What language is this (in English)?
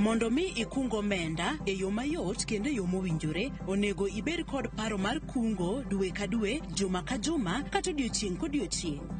Luo (Kenya and Tanzania)